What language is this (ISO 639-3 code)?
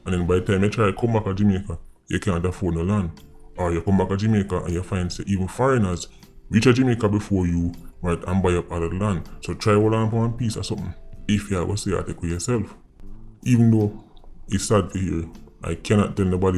jam